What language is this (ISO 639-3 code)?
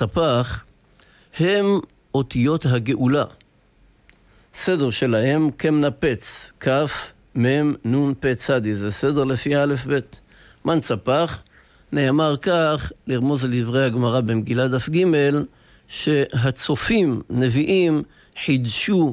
heb